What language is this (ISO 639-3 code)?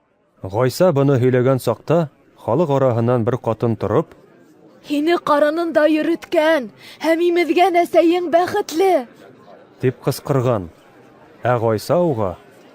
bak